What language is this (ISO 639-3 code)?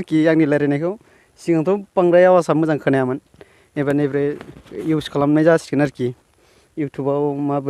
brx